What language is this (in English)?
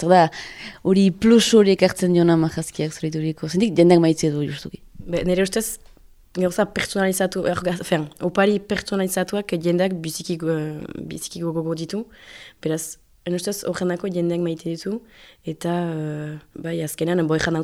Basque